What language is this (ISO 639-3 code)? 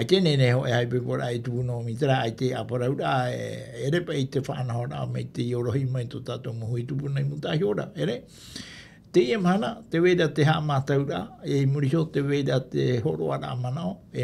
tah